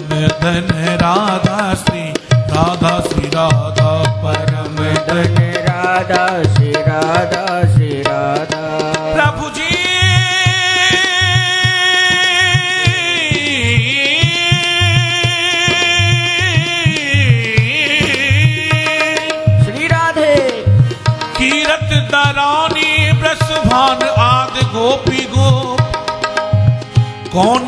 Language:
Hindi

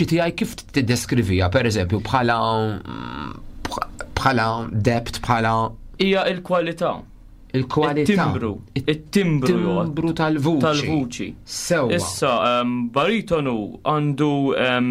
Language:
Maltese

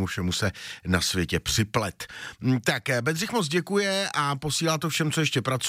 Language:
Czech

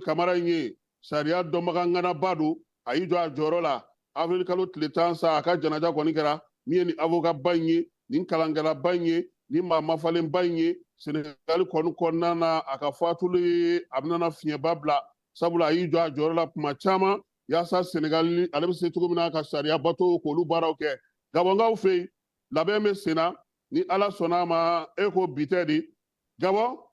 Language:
Bambara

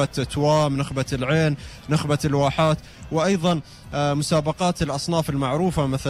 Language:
Gulf Arabic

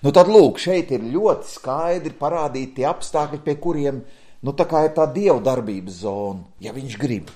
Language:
Latvian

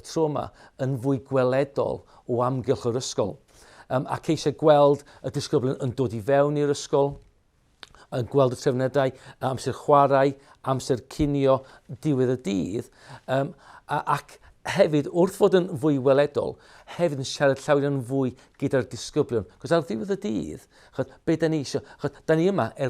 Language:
Welsh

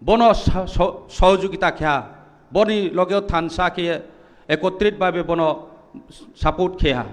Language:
Kok Borok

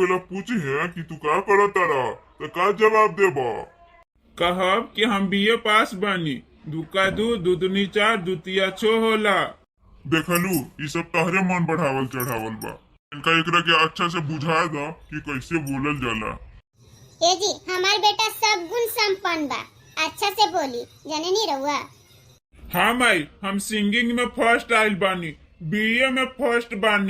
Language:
Bhojpuri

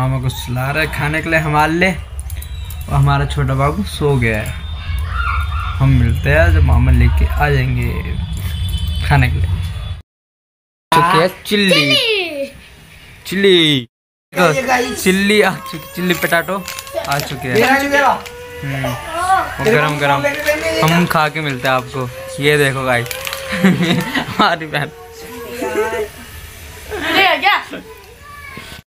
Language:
Hindi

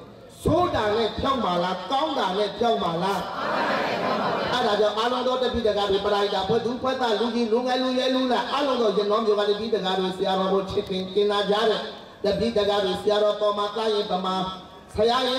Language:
Burmese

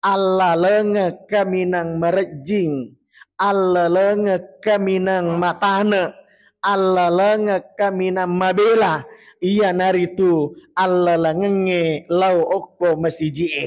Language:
Buginese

